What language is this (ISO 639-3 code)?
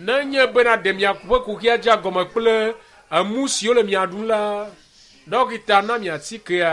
ewe